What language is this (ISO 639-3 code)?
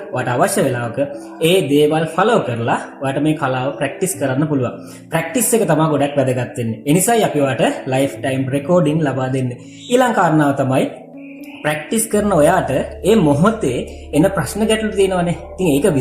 sin